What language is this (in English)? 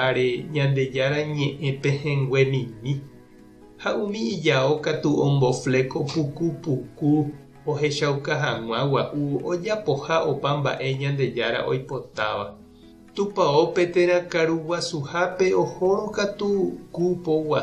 Guarani